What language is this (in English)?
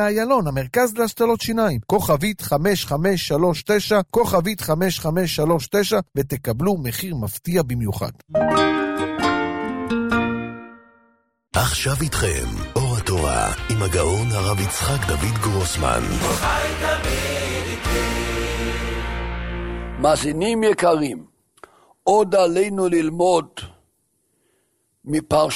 Hebrew